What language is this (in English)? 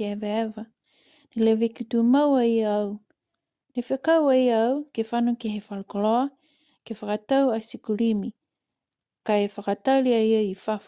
Niuean